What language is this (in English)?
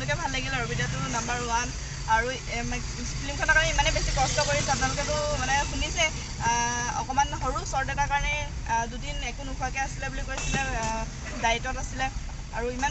Assamese